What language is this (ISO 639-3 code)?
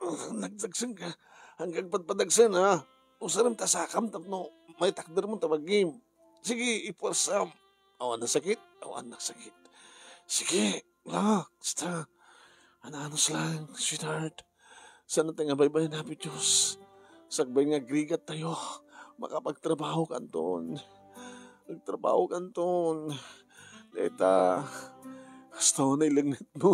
ilo